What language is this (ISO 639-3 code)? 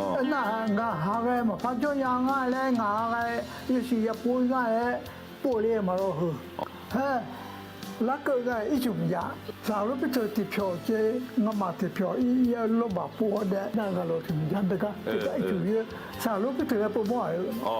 ahk